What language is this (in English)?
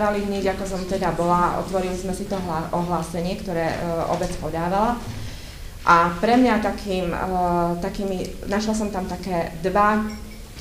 Slovak